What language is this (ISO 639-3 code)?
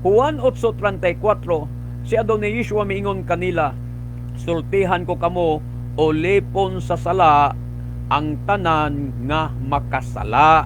ceb